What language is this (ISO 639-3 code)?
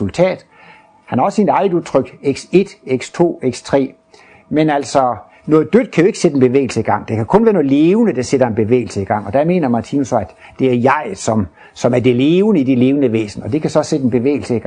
dan